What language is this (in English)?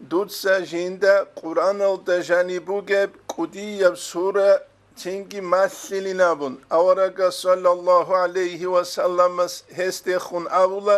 Avaric